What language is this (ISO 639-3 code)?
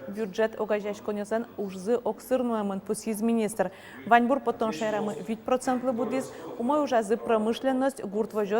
udm